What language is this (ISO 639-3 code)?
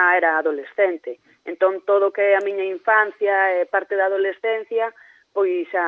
glg